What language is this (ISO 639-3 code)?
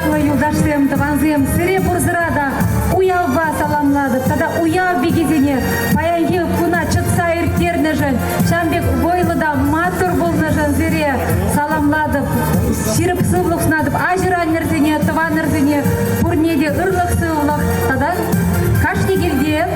chv